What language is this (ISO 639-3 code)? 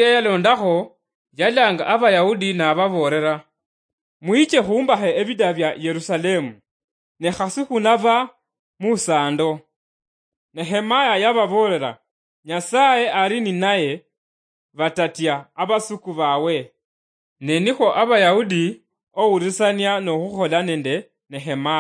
luy